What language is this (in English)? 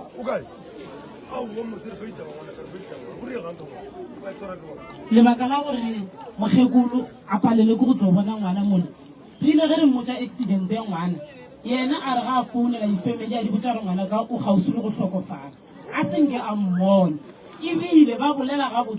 Northern Sotho